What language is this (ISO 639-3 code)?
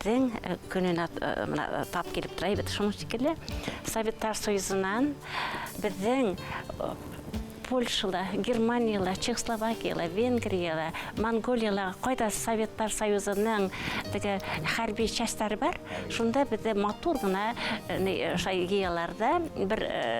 bak